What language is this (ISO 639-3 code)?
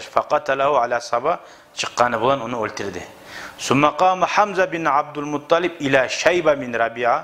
kum